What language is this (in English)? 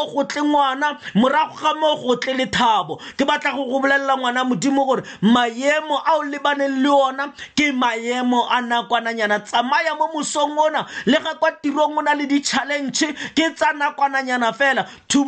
Tswana